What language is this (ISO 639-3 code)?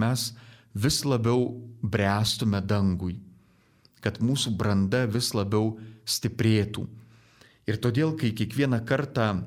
lit